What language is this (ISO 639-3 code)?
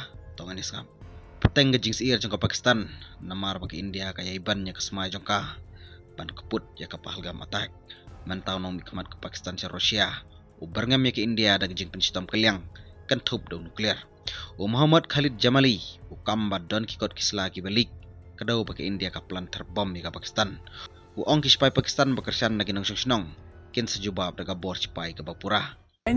kha